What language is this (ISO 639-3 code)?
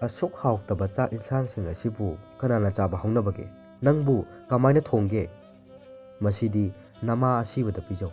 mni